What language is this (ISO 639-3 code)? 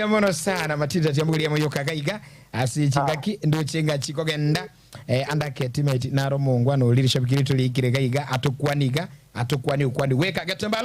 guz